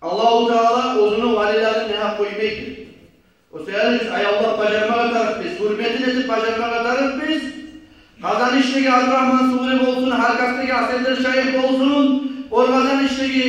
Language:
Kumyk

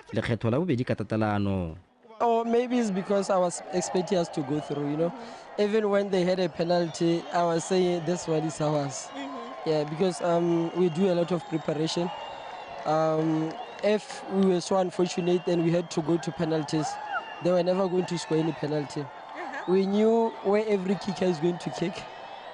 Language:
Tswana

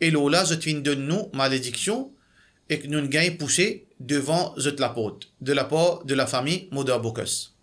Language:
Morisyen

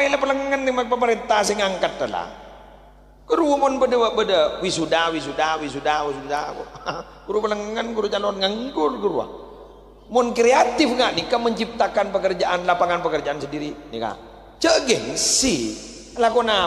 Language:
Madurese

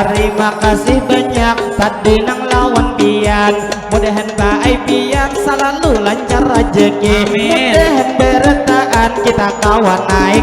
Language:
Banjar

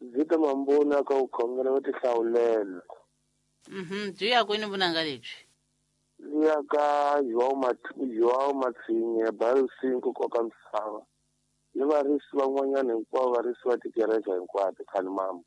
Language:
Tsonga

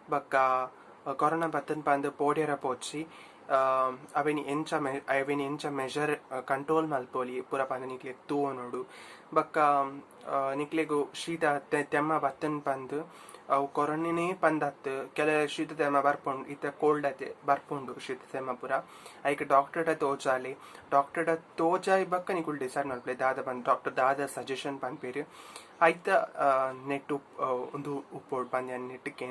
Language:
Tulu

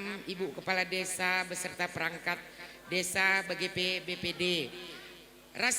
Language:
Batak Karo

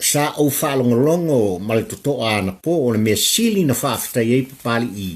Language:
Samoan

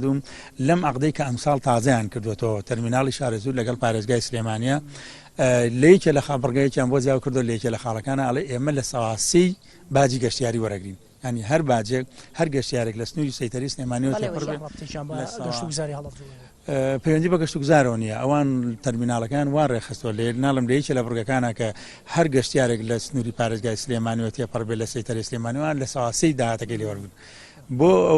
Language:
Central Kurdish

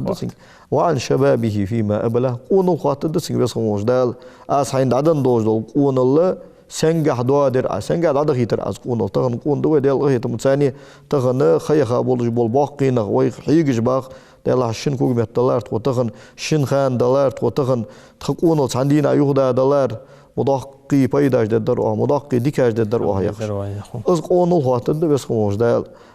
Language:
Ingush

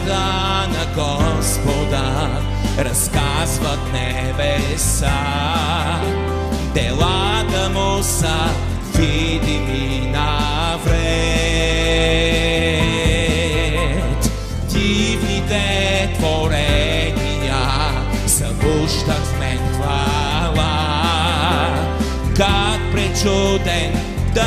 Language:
Bulgarian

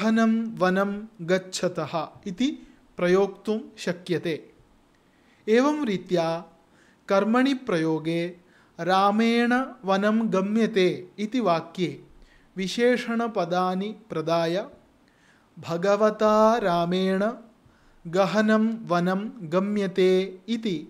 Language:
Sanskrit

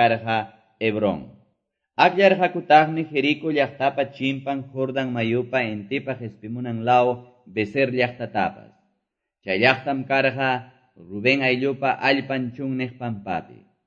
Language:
Quechua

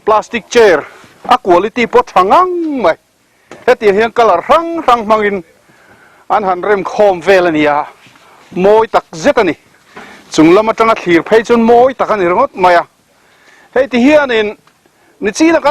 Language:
Mizo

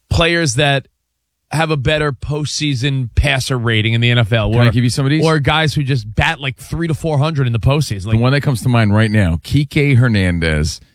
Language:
English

